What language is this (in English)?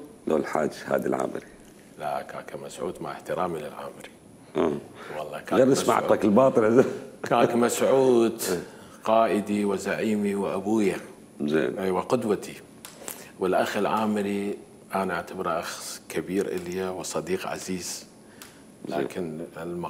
Mesopotamian Arabic